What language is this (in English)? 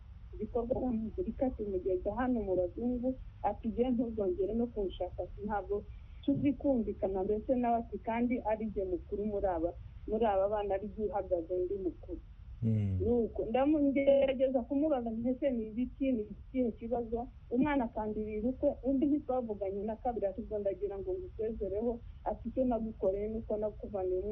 Kinyarwanda